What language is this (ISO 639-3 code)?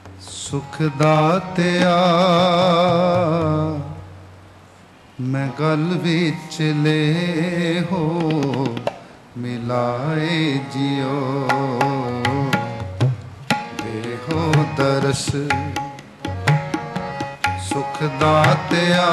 pan